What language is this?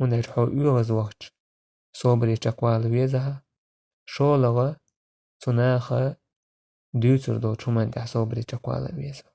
Chechen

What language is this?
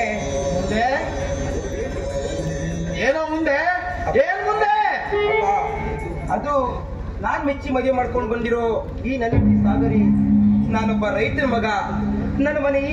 Kannada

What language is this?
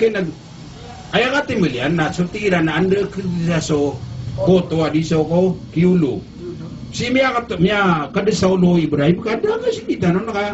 Maranao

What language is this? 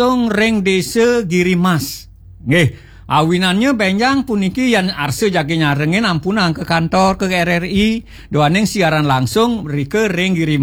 Balinese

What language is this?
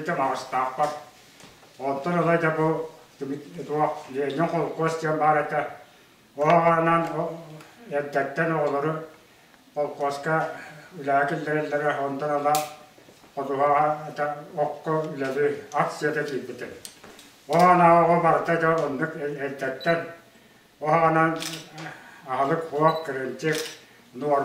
Yakut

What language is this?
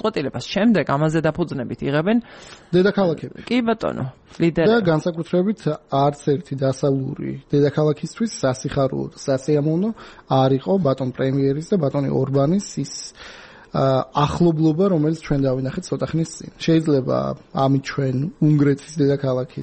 Georgian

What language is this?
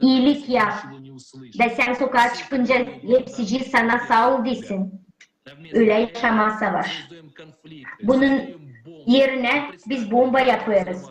Gagauz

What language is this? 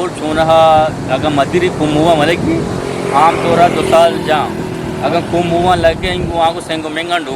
Eastern Balochi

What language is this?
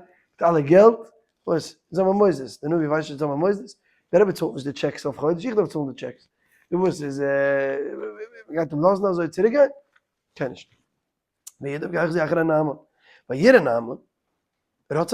Yiddish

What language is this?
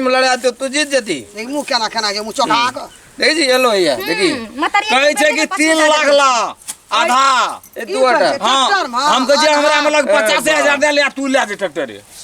Maithili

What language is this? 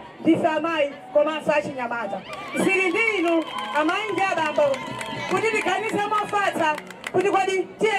Nyanja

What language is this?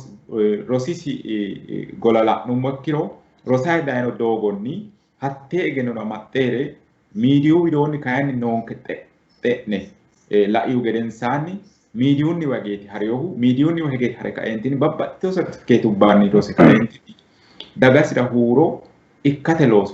Sidamo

